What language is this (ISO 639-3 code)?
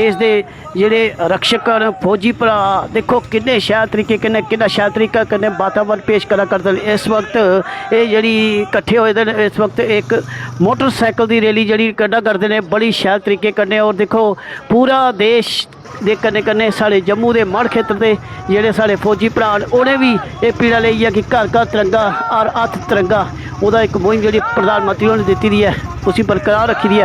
doi